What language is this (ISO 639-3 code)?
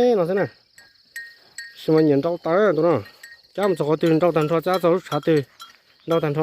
hmn